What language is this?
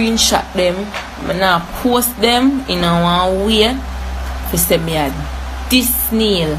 Jamaican Creole English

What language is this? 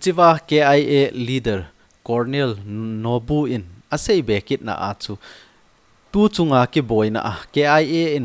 Thado Chin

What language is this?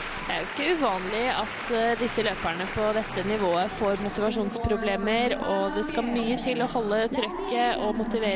Norwegian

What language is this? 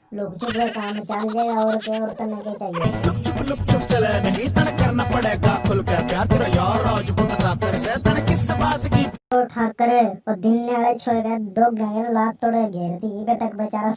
Haryanvi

